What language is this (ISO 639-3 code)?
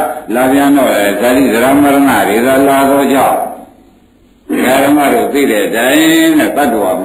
mya